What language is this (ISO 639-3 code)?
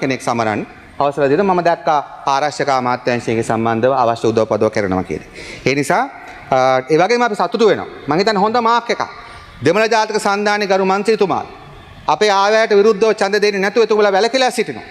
sin